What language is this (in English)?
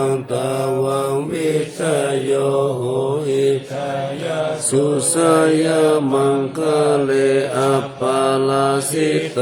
Pali